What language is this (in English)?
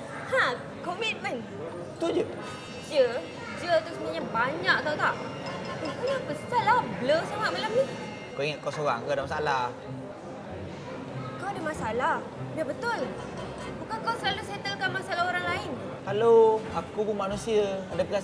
Malay